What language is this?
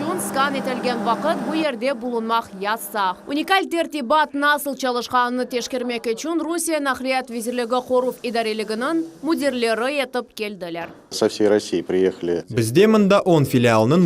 Crimean Tatar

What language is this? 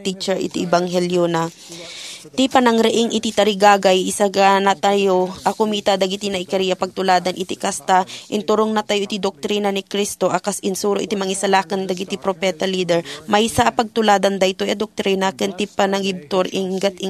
Iloko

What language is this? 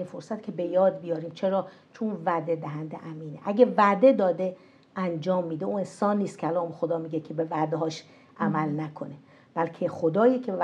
Persian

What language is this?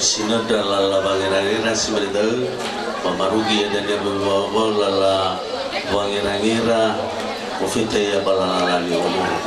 Nias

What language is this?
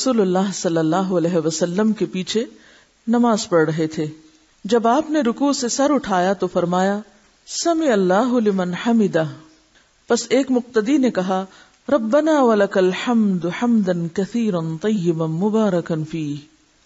Urdu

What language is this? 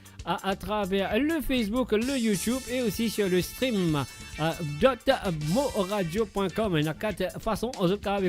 Morisyen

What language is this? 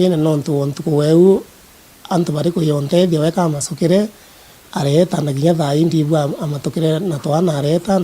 Meru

